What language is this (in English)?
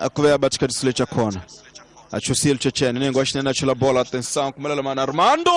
Tsonga